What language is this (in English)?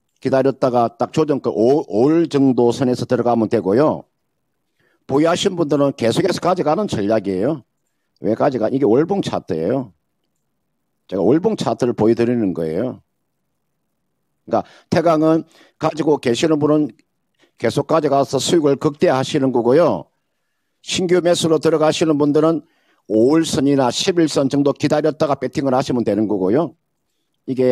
Korean